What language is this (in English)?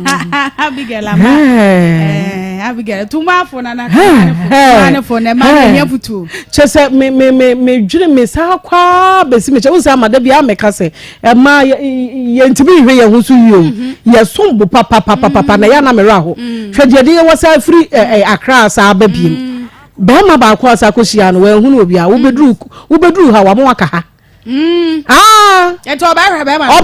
Akan